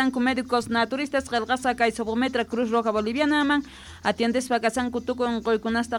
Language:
South Bolivian Quechua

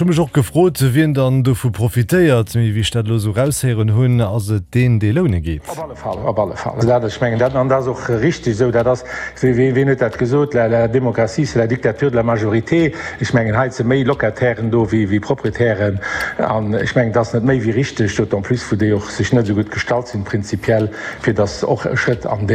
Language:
Luxembourgish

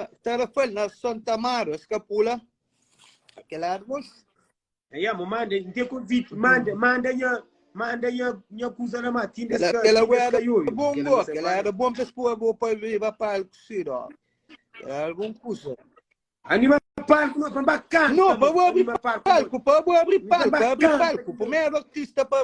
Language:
Kabuverdianu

